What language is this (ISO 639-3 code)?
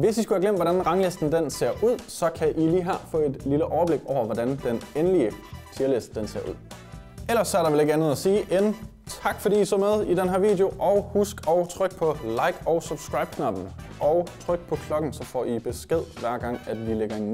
dan